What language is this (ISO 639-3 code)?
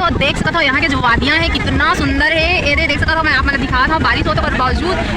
hne